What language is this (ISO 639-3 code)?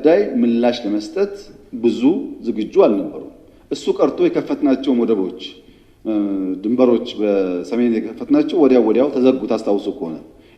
amh